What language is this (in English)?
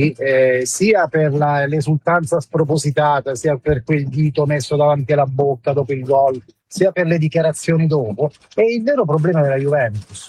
Italian